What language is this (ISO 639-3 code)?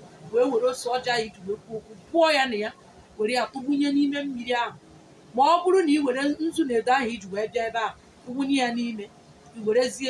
ibo